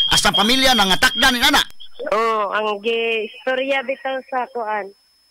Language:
Cebuano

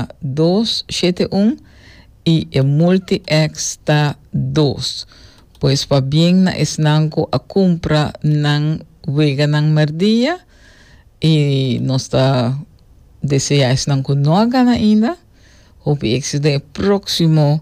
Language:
Papiamento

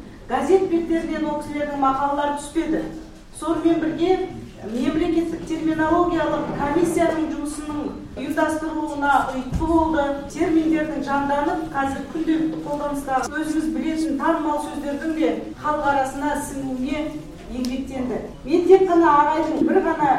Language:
Kazakh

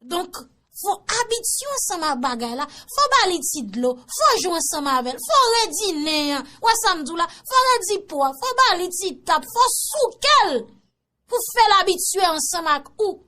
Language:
Haitian Creole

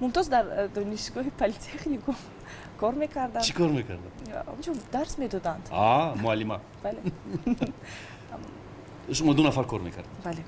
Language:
Tajik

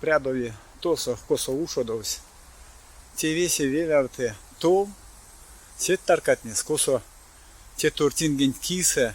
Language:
Erzya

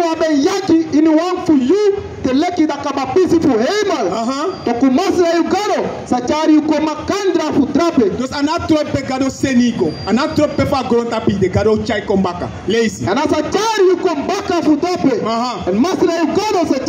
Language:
Sranan Tongo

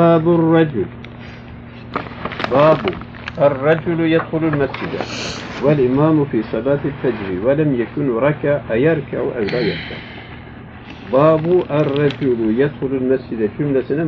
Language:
Turkish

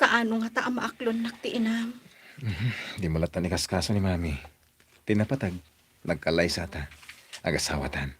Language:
Iloko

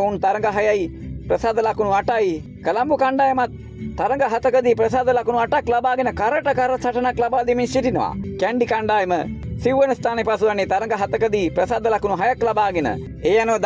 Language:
Sinhala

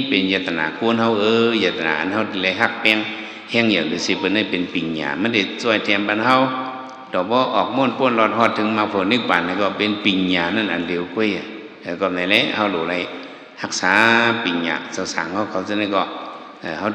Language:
Shan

